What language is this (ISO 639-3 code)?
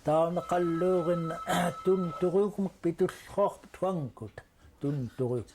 esu